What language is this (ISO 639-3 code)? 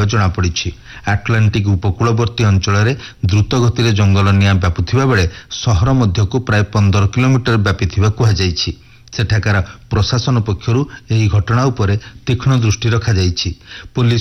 ori